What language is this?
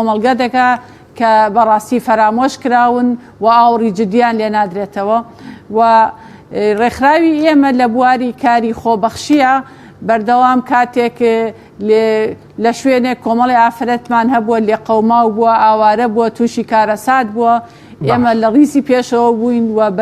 Central Kurdish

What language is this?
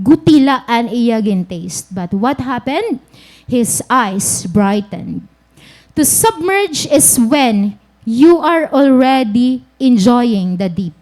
Waray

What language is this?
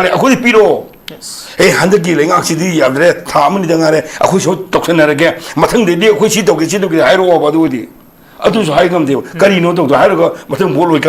Manipuri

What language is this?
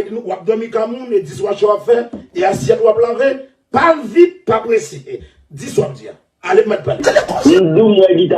Haitian Creole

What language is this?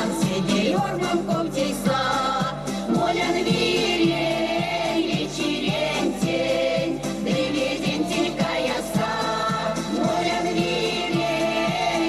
Erzya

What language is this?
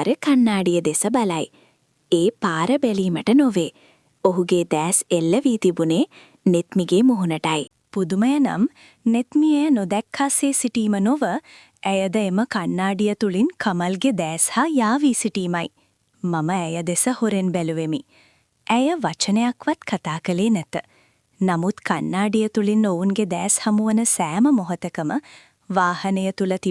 Sinhala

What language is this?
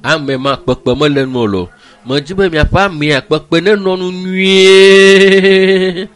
Ewe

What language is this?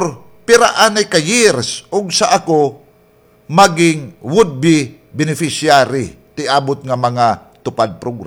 Waray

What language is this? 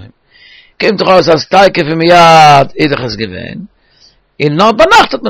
Yiddish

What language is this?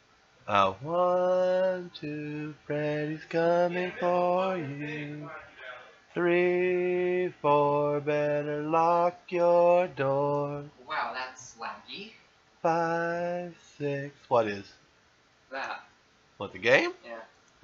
English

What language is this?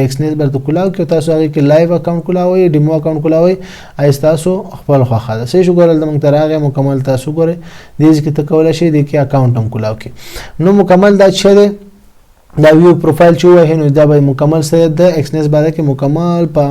Pashto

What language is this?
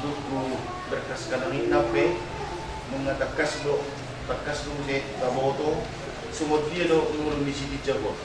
Batak Toba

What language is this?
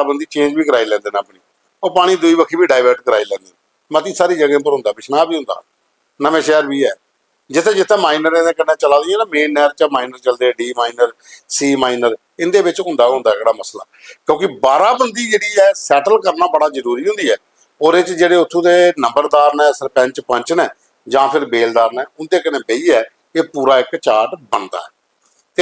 Dogri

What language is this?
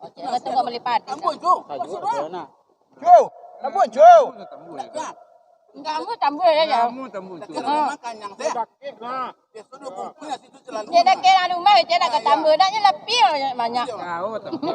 Minangkabau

